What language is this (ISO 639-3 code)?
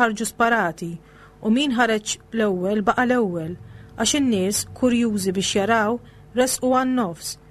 mlt